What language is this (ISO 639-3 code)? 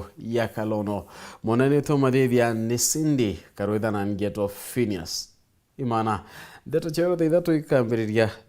mer